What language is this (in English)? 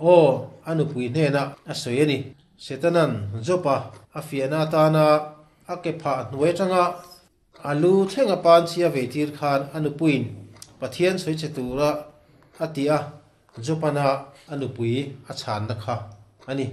Mizo